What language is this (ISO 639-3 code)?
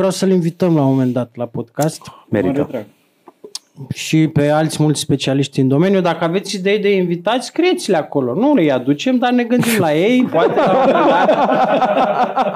ron